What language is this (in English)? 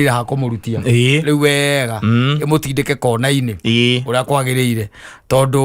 Kikuyu